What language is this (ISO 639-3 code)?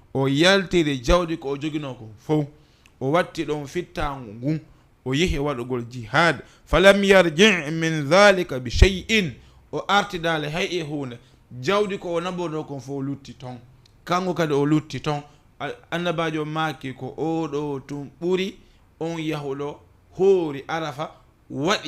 ful